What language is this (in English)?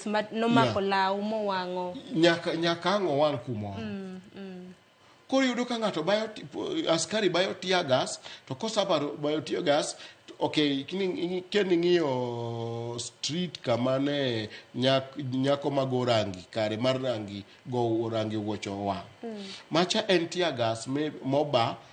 Luo (Kenya and Tanzania)